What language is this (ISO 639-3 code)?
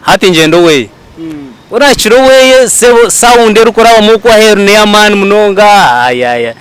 nyn